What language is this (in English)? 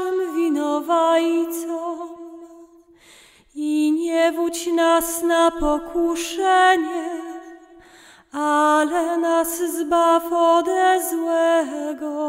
Polish